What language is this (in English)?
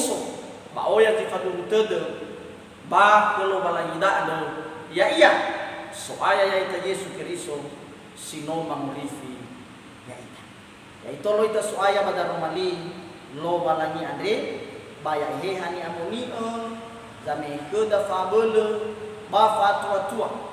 Nias